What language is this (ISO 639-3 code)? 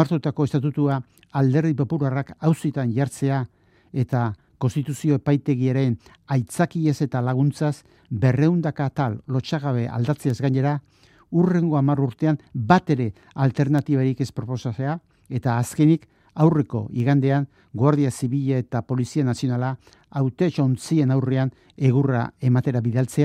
eus